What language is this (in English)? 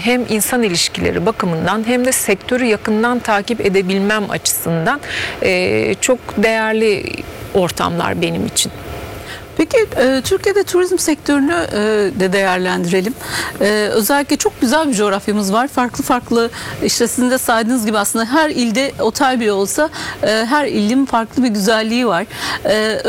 Turkish